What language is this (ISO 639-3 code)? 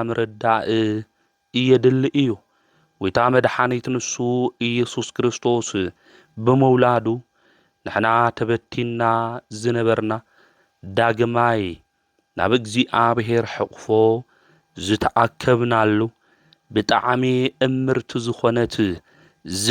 tir